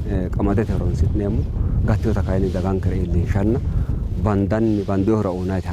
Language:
Sidamo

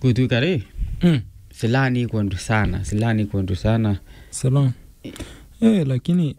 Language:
Meru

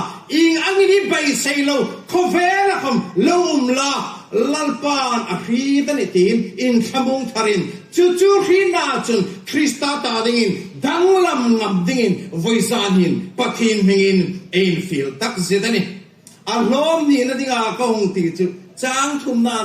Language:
Hmar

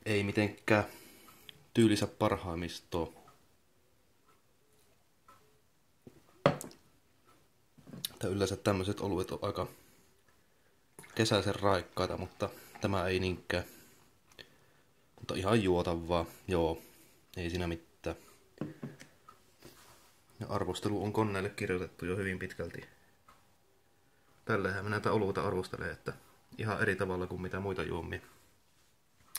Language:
Finnish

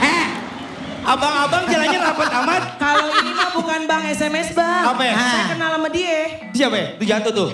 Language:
Betawi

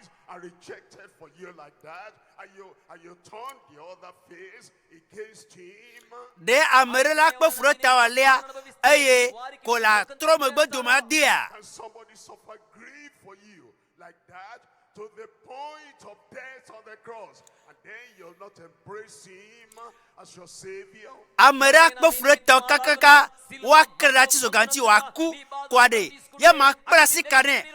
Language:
Ewe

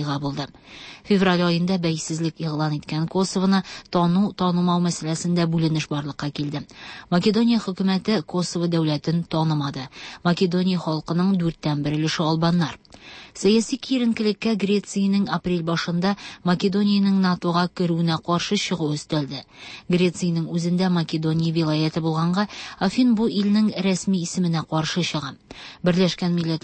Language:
Tatar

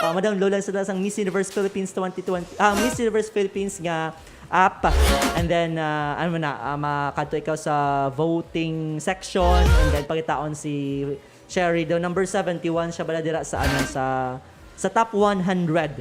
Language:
Hiligaynon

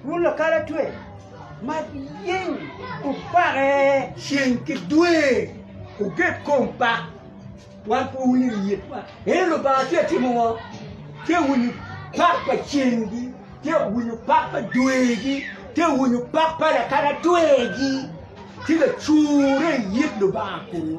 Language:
Acoli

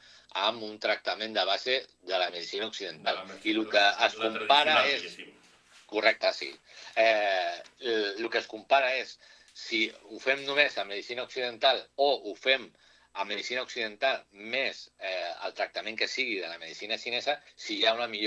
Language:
Catalan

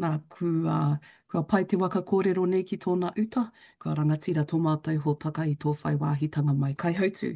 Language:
Māori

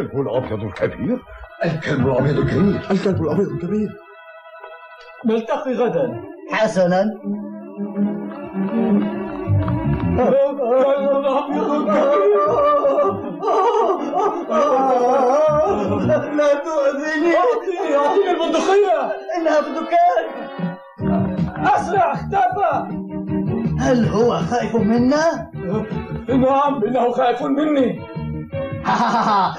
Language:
Arabic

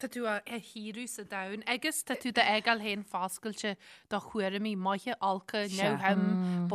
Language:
Irish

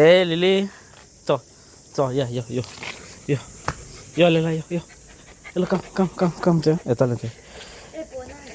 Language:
Konkani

